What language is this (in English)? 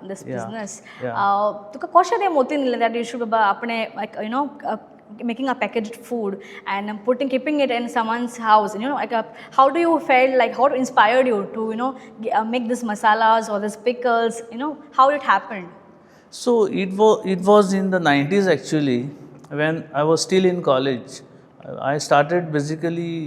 Konkani